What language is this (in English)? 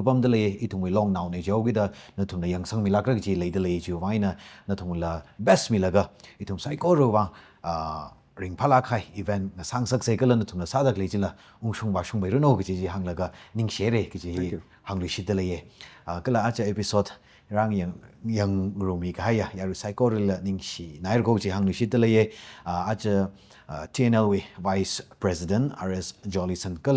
Tangkhul Naga (India)